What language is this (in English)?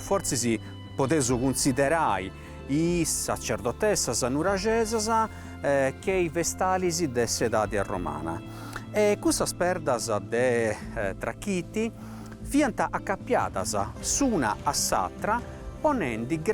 Sardinian